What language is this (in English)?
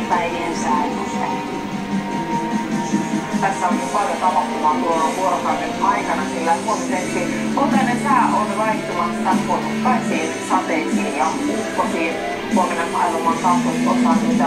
Finnish